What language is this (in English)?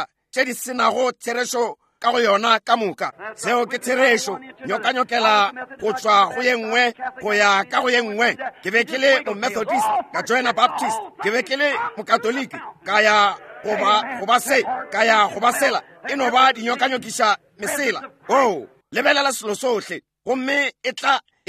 Northern Sotho